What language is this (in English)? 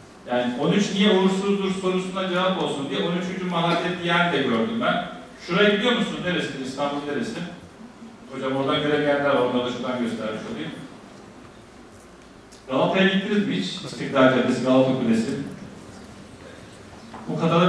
Turkish